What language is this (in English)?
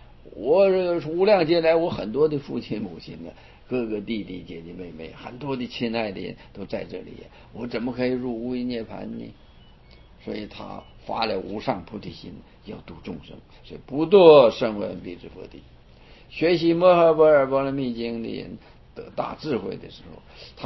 Chinese